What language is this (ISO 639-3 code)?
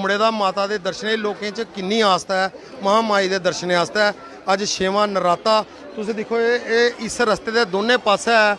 doi